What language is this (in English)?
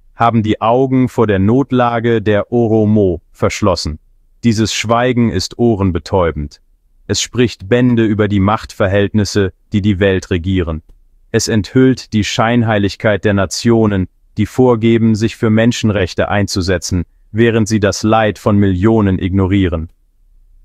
German